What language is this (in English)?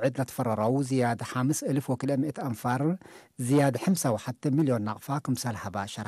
Tigre